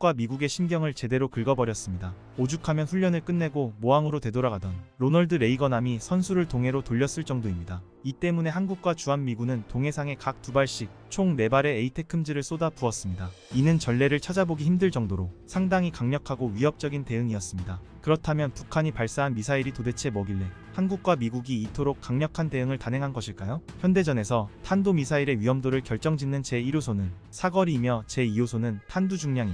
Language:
Korean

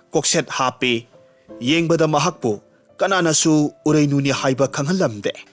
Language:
Manipuri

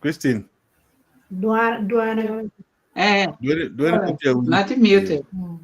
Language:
Acoli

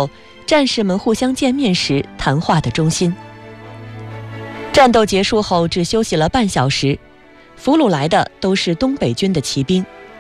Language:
Chinese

